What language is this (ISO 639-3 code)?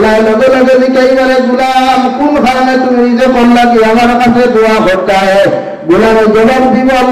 syl